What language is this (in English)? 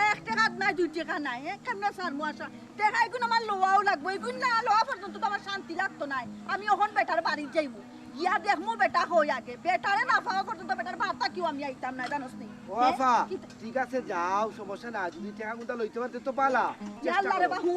Sylheti